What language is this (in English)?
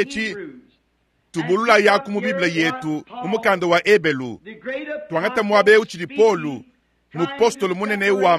Luba-Lulua